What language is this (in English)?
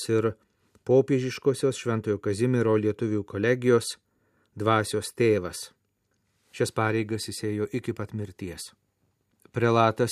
Lithuanian